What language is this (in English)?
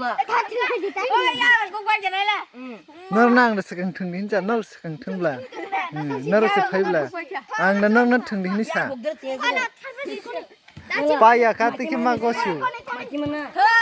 Kok Borok